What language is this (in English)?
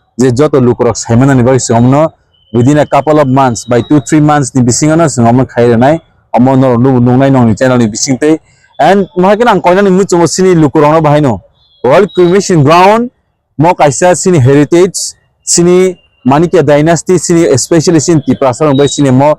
Kok Borok